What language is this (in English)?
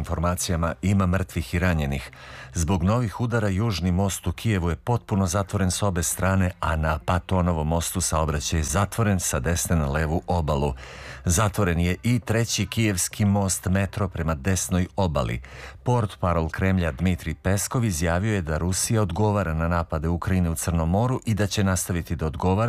Serbian